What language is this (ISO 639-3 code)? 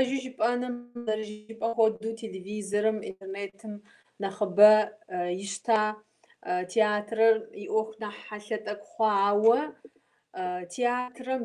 kbd